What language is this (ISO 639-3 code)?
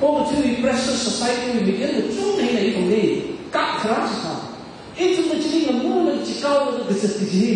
nmf